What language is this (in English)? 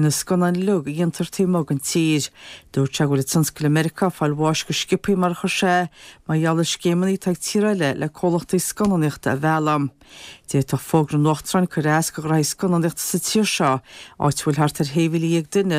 Irish